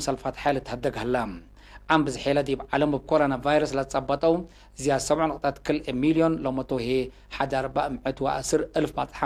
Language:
Tigre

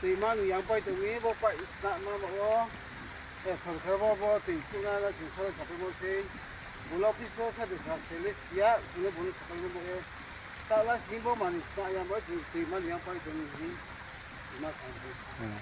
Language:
Riang (India)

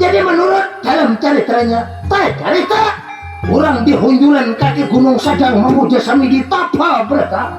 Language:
Banjar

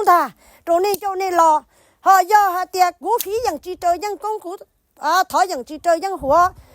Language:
Hmong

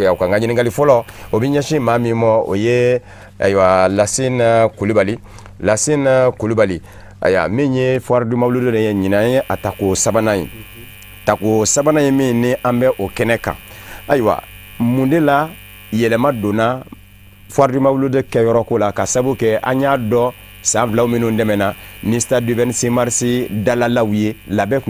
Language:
Bambara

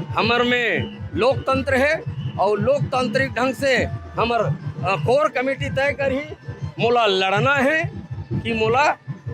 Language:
Chhattisgarhi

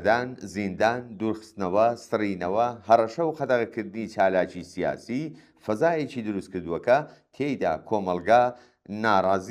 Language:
Central Kurdish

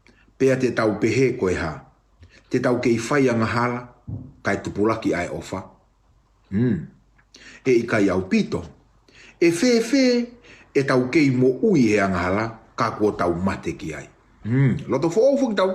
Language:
Tongan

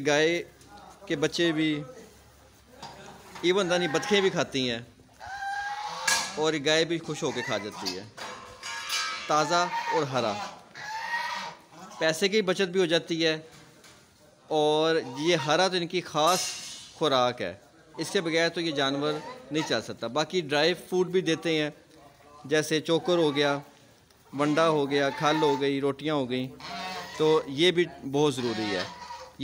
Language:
Hindi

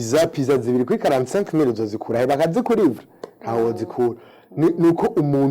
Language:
Rundi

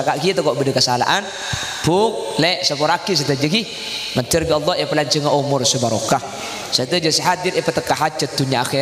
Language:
Madurese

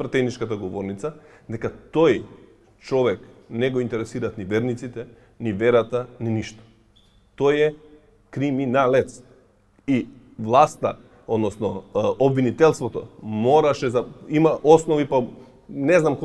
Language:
Macedonian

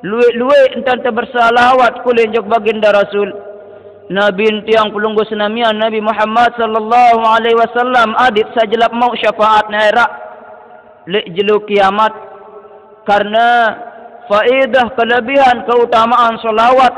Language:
Sasak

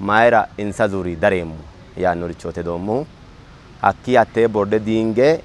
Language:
Sidamo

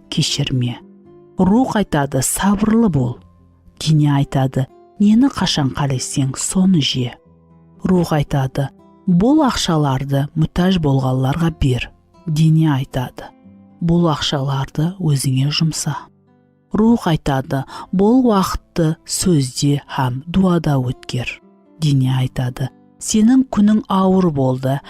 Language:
Kara-Kalpak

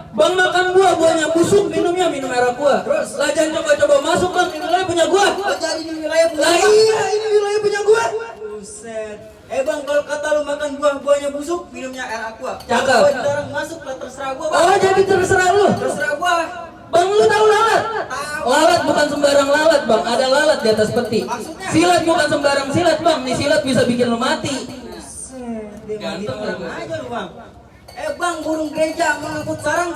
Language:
Betawi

